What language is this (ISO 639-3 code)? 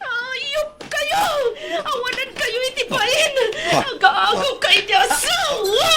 ilo